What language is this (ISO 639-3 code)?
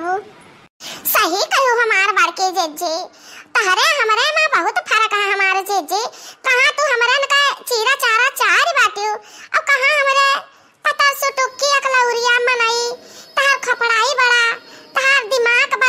awa